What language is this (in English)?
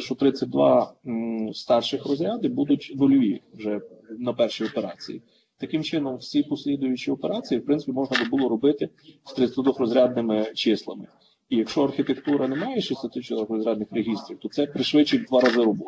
Ukrainian